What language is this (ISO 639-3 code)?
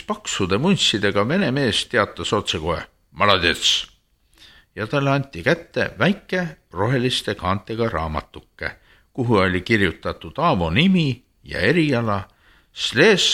est